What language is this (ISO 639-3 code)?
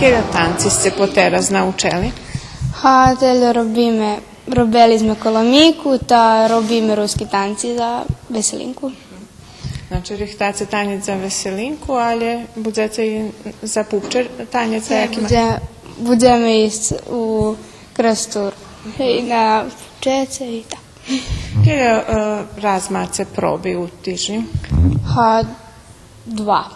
rue